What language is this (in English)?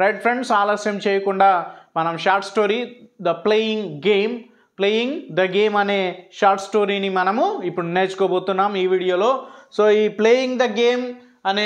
Telugu